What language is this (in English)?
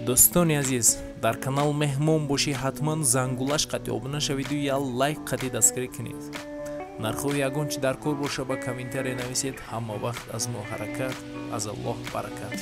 Tajik